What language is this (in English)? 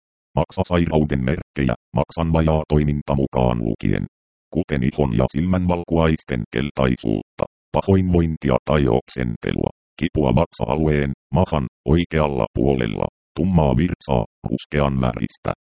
Finnish